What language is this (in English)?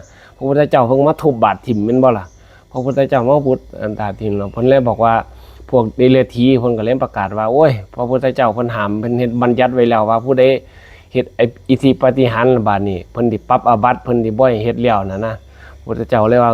Northeastern Thai